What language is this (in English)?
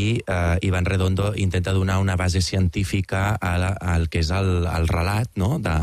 Catalan